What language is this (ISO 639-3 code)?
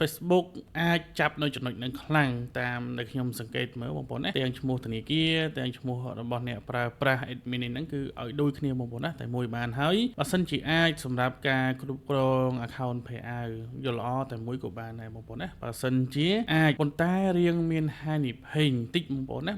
khm